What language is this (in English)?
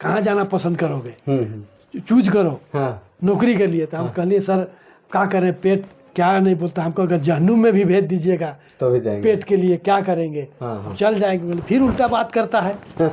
Sadri